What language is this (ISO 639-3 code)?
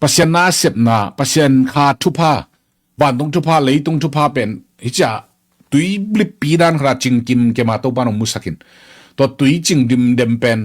ctd